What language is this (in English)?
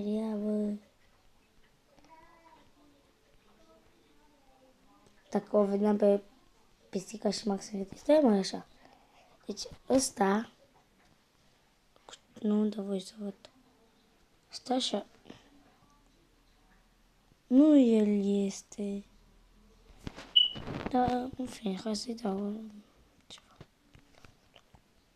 Romanian